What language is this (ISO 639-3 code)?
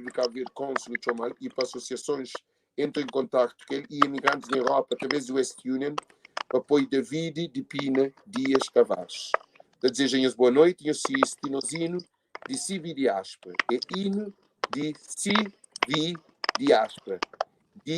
kea